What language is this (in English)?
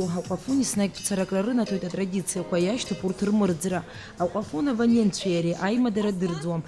Abkhazian